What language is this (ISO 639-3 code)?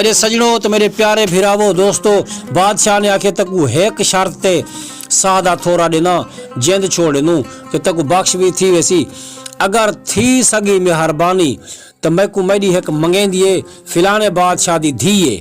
skr